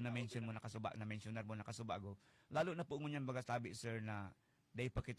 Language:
Bikol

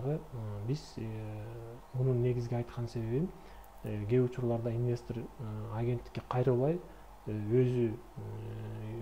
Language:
Kyrgyz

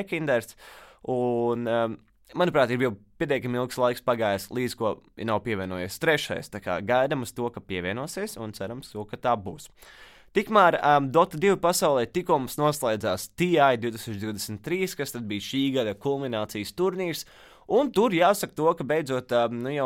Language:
Latvian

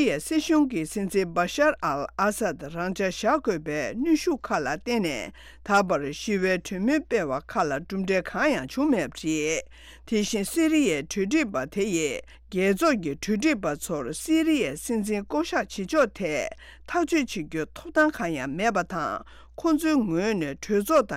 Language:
Tibetan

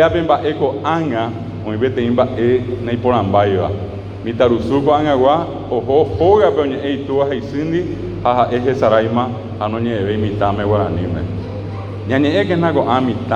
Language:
Guarani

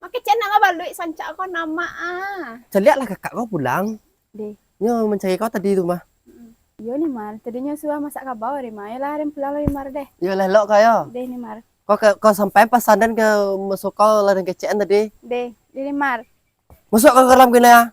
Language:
Minangkabau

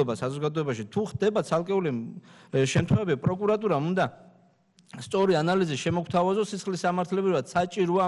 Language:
Georgian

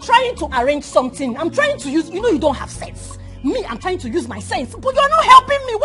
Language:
Nigerian Pidgin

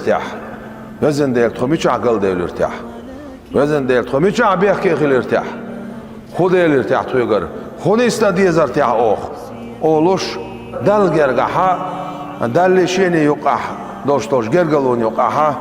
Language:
Chechen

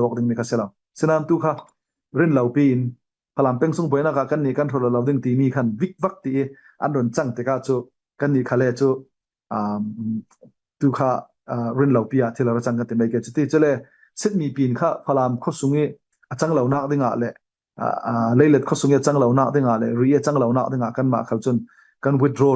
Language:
Falam Chin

